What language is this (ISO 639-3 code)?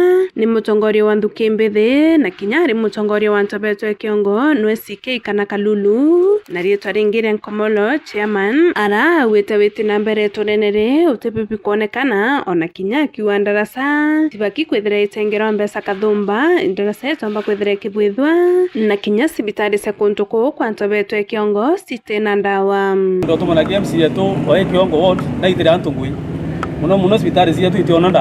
mer